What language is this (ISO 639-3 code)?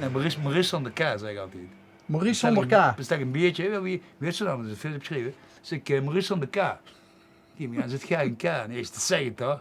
lim